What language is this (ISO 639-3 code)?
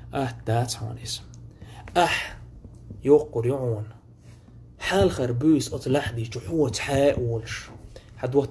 che